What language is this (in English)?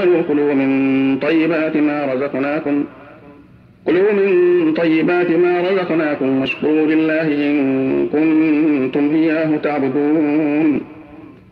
Arabic